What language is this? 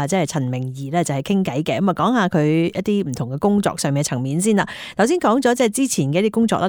Cantonese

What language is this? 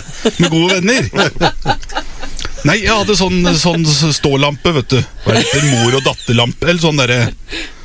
Norwegian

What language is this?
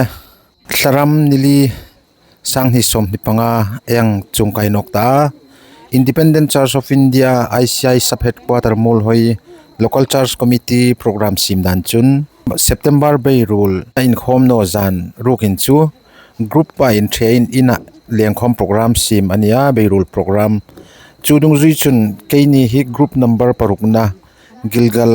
Hmar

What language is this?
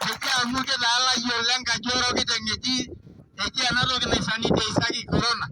Masai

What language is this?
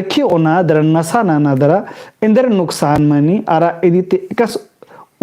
Kurukh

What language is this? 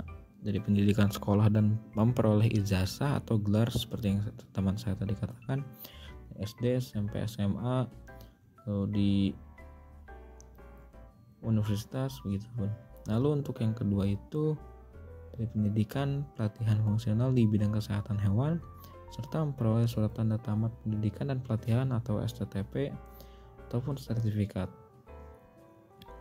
Indonesian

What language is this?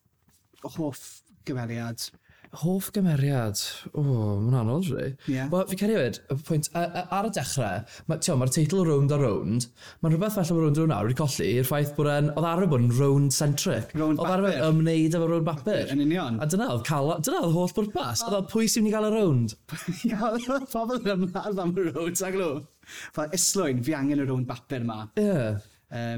Welsh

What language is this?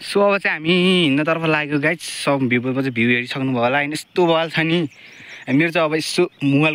Nepali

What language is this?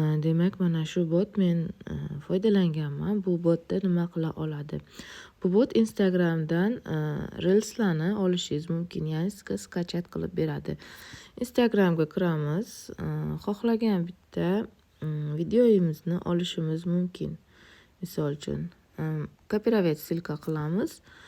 Uzbek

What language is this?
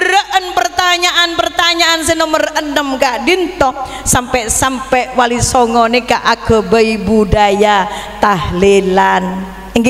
Madurese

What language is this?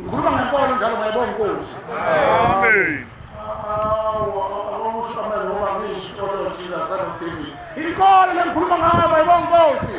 Zulu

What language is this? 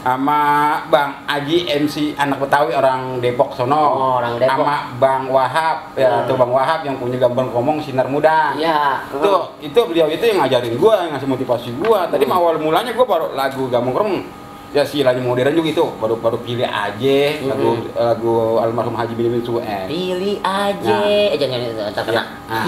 Betawi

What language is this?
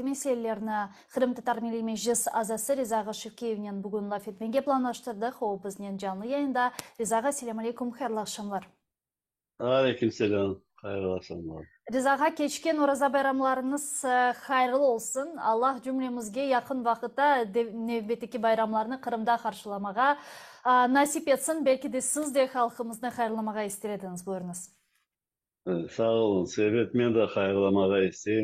Crimean Tatar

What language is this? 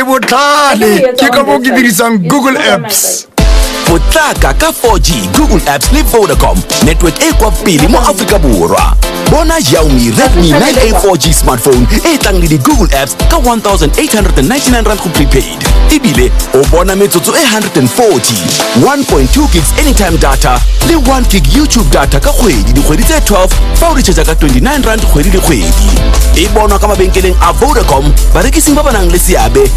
Tswana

